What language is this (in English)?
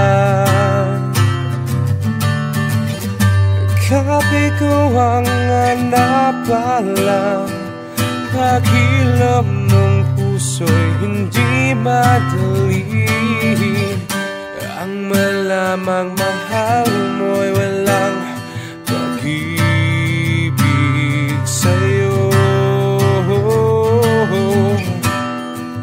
Filipino